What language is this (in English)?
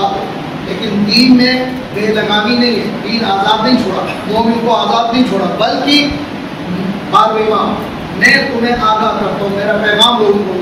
Urdu